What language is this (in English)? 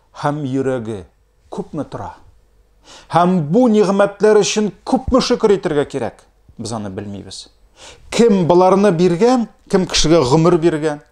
Tatar